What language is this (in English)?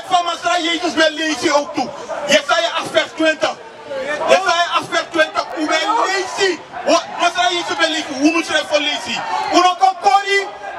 Sranan Tongo